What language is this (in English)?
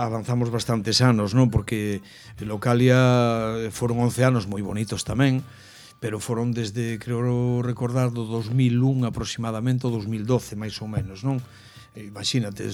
Galician